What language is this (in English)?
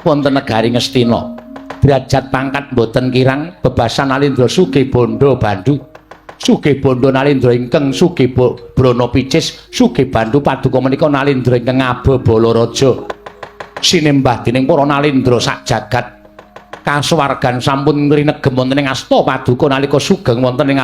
Javanese